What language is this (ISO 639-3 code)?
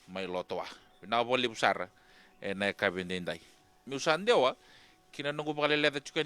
fij